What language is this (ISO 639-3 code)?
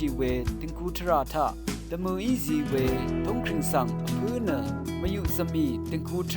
raw